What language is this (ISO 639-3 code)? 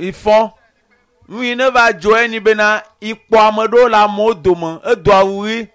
ewe